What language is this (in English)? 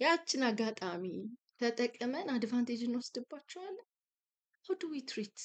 Amharic